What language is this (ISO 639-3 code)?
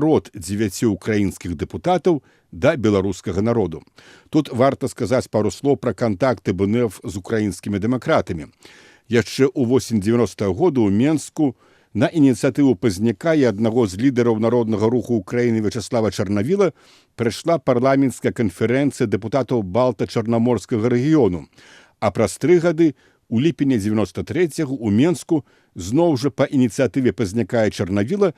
bel